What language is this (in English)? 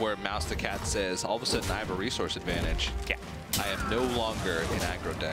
English